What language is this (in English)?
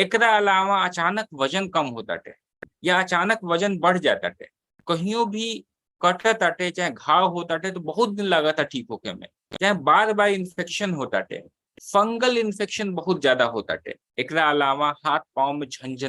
Bhojpuri